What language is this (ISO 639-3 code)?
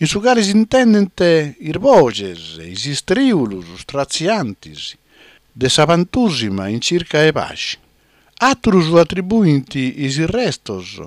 srd